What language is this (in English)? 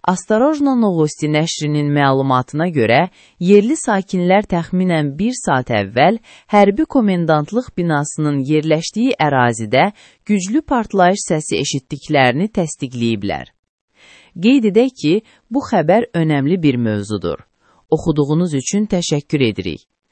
Azerbaijani